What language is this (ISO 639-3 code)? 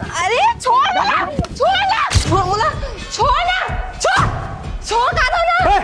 hne